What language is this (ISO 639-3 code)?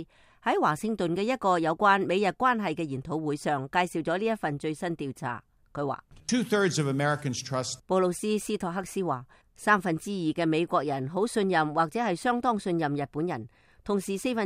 yue